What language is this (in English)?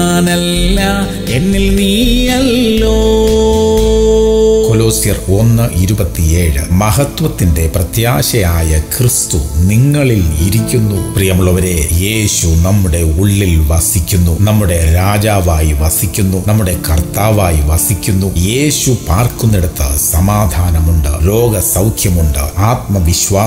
Malayalam